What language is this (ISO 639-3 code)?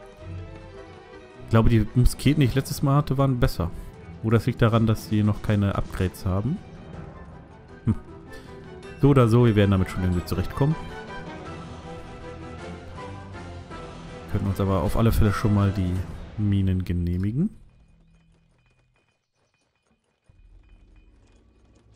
deu